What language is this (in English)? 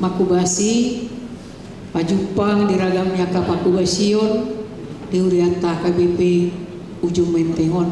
Batak Toba